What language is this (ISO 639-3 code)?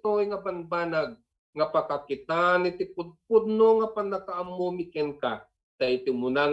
ilo